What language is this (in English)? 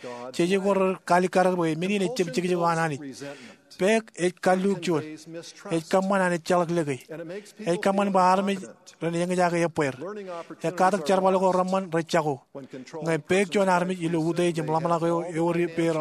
Marshallese